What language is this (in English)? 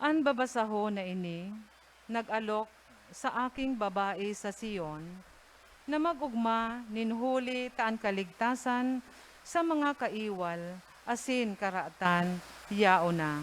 Bikol